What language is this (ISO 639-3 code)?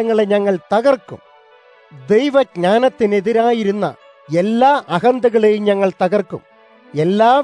mal